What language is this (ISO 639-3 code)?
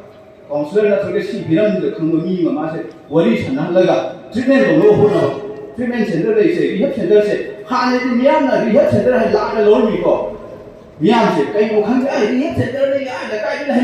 mni